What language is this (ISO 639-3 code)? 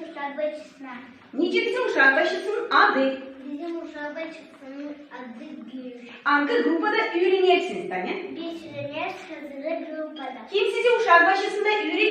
gag